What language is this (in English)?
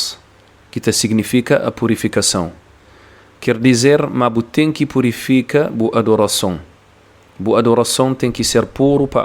Kabuverdianu